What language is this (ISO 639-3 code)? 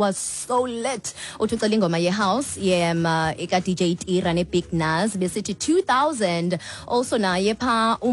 xho